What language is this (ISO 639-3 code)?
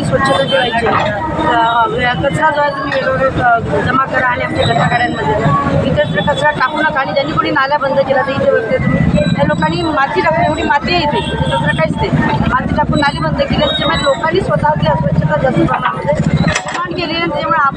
mar